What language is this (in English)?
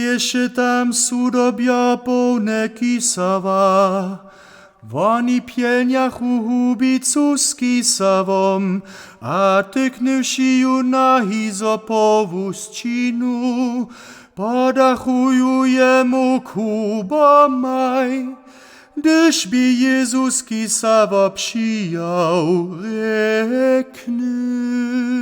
Upper Sorbian